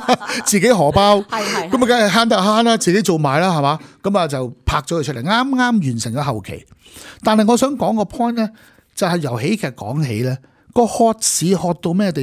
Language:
Cantonese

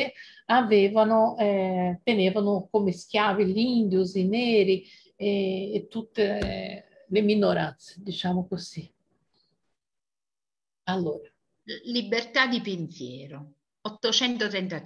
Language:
Italian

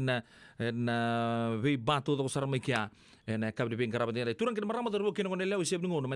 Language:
Fijian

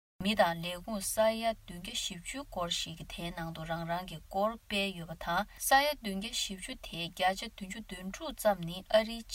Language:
Tibetan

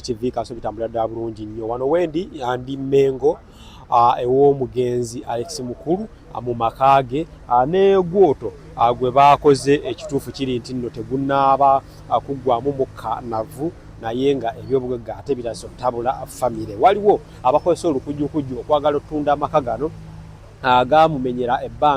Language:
Ganda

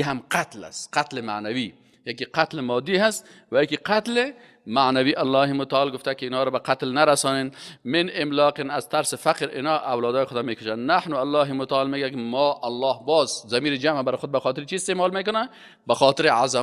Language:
Persian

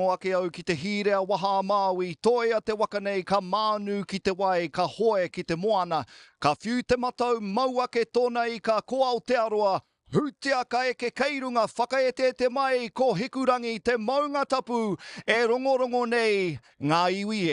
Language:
Māori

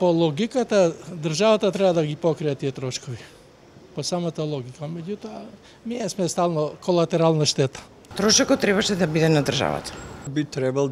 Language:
Macedonian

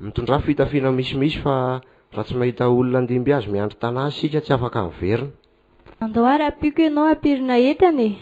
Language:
Malagasy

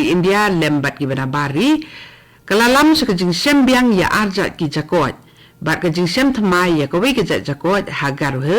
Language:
Khasi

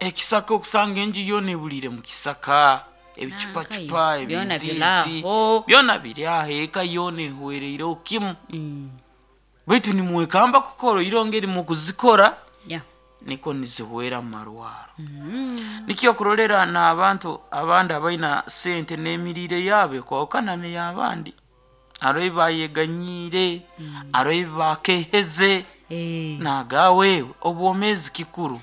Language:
Nyoro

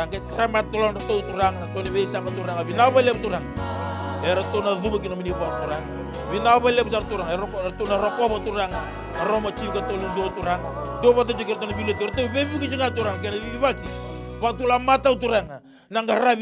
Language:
Fijian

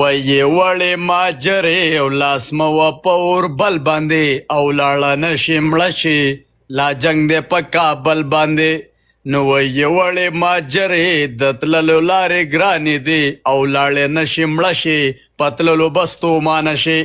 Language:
Pashto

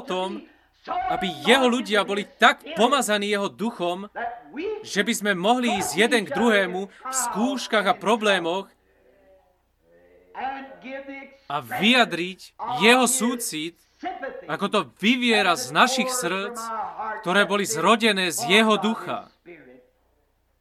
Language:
Slovak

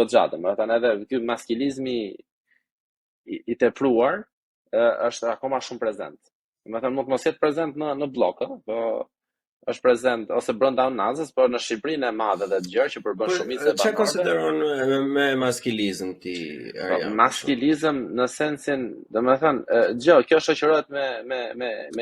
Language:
Albanian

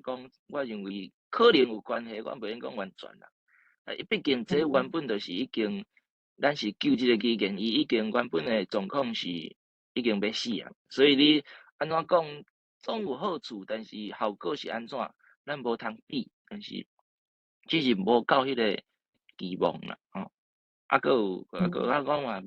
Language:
Min Nan Chinese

